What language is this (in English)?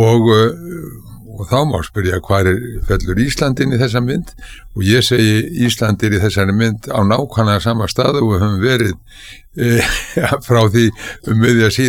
Icelandic